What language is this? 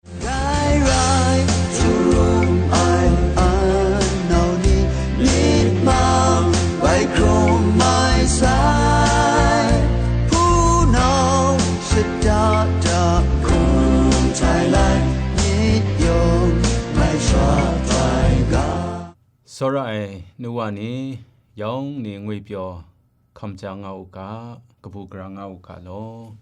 Kachin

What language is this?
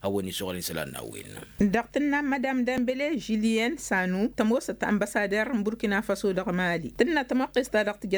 Tamasheq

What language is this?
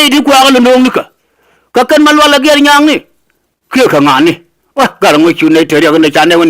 Nuer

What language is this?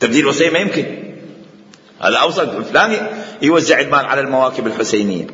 Mesopotamian Arabic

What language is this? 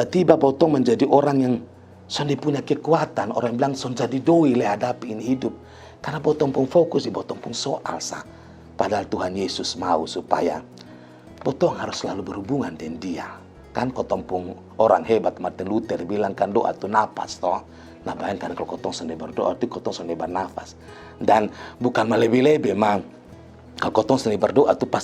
Kupang Malay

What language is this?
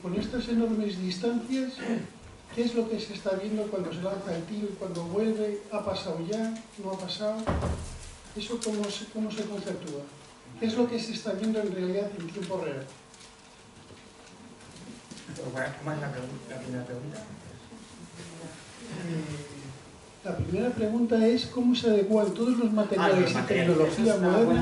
Spanish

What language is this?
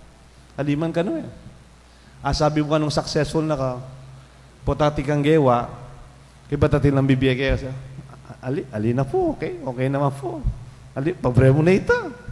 Pampanga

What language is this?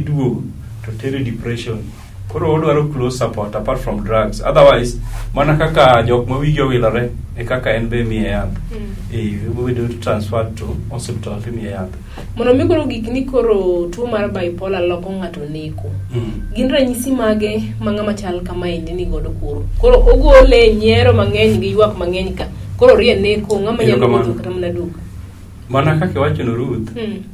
Luo (Kenya and Tanzania)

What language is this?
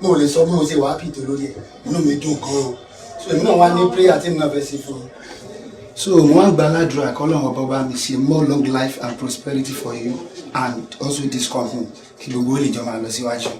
Yoruba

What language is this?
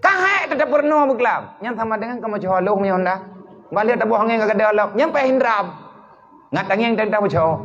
Achinese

